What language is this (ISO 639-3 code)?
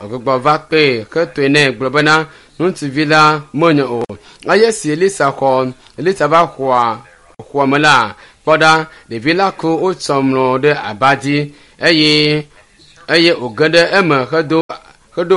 ewe